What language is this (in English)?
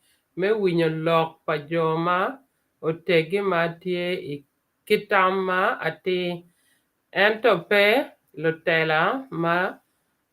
Acoli